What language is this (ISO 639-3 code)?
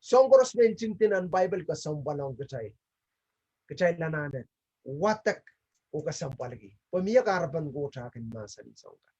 pon